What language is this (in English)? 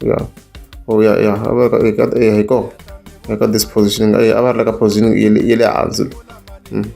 Tsonga